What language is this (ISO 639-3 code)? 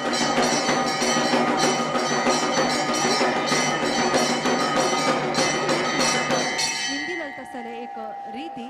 kok